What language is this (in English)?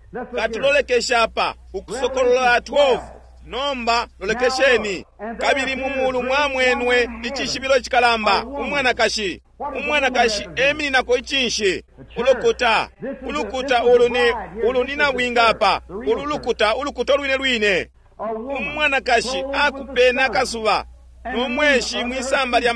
Bemba